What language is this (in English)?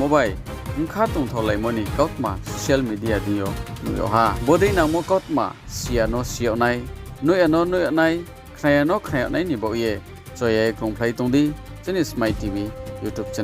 Riang (India)